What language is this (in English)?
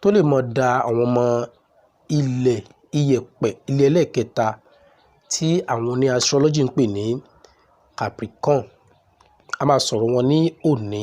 Yoruba